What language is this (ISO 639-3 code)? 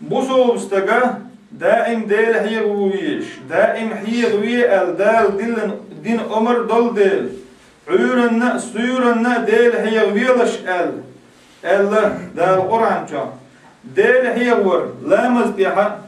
che